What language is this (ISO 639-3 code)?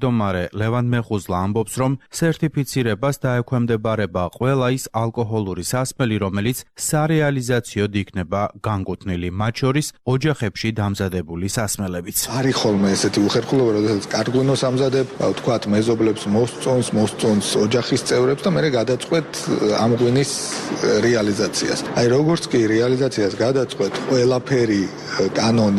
kat